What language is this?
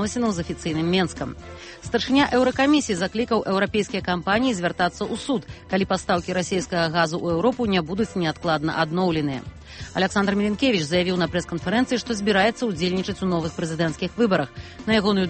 Belarusian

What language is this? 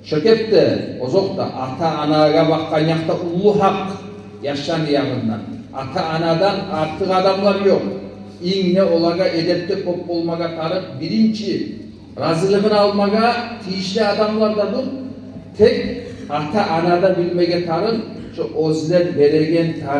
Kumyk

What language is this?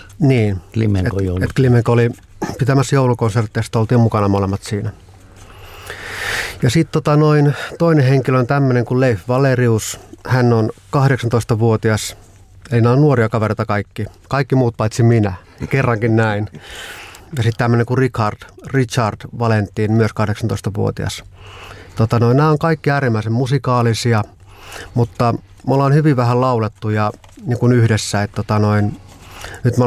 Finnish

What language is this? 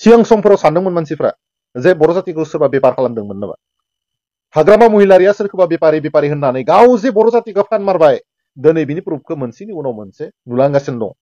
Bodo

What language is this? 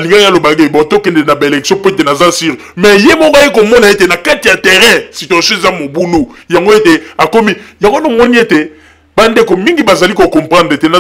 Lingala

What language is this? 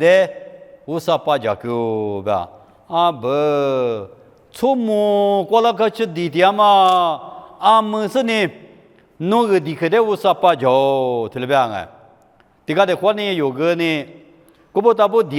Lisu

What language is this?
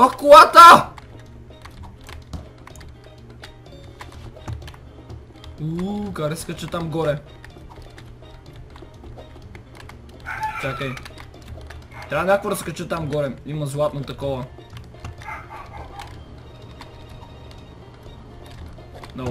Bulgarian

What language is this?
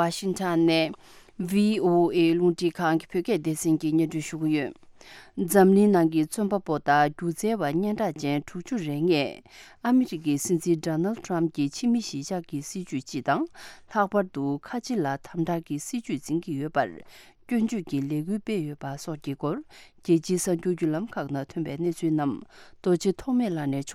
Tibetan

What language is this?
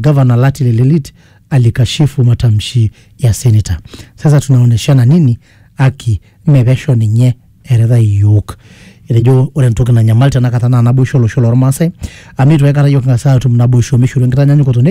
Masai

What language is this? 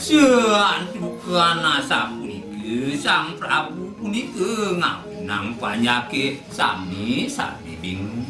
Balinese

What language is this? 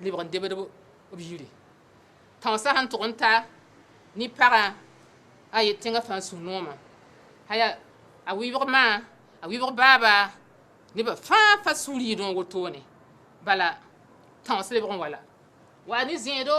Mossi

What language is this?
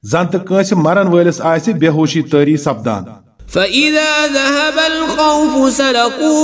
Kashmiri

